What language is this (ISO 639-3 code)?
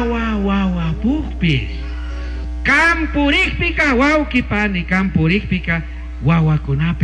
qug